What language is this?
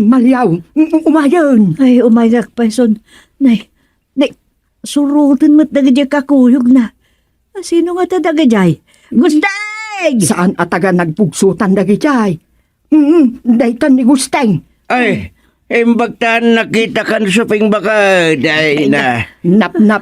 Iloko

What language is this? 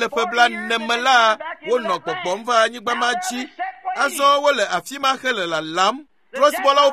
Ewe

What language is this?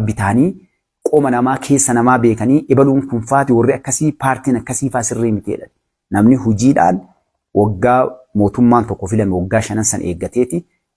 Oromo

